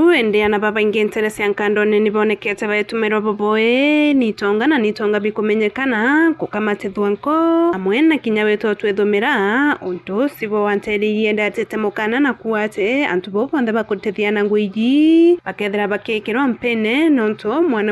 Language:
Meru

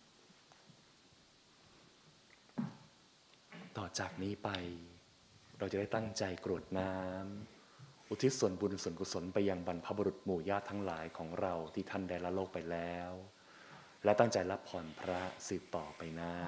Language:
Thai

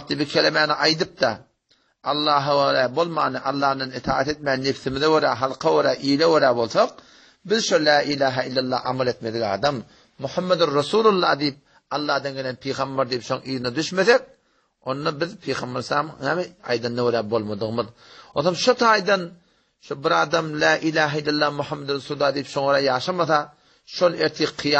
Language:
Turkmen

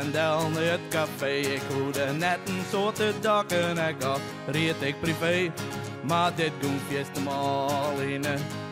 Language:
Western Frisian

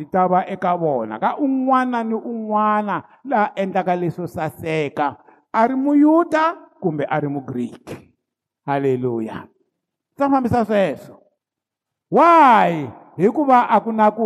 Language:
Tsonga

